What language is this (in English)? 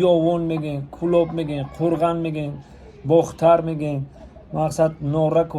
Tajik